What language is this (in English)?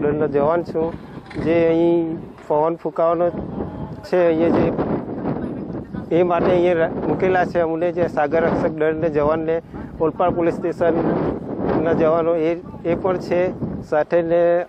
Gujarati